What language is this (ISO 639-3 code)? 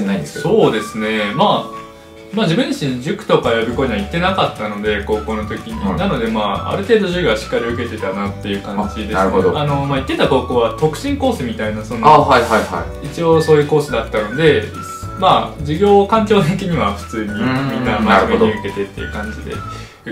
jpn